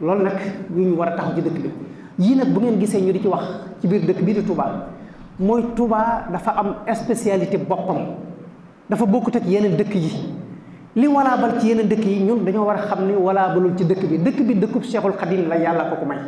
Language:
Wolof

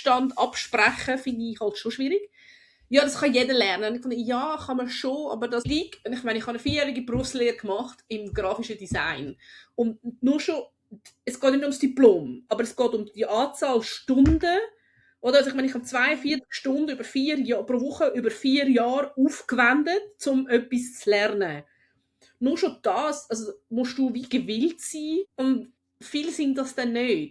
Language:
Swiss German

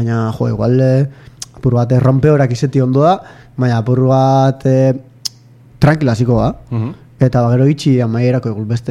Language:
Basque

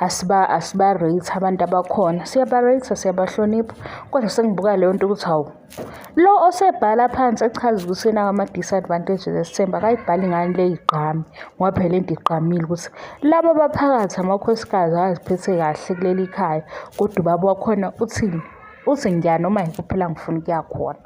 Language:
Zulu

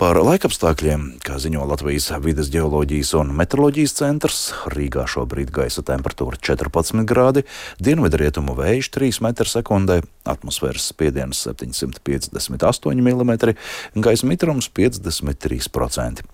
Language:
Latvian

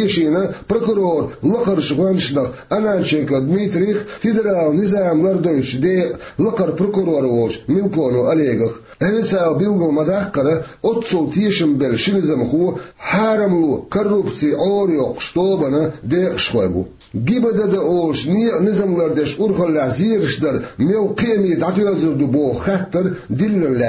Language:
Chechen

